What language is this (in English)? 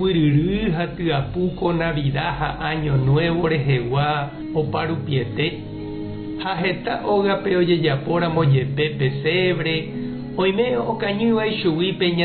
Guarani